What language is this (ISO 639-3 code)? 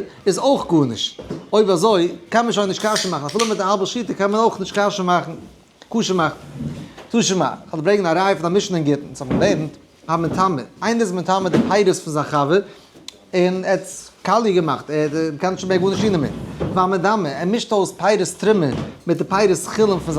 yid